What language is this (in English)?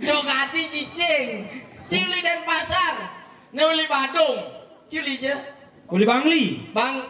Balinese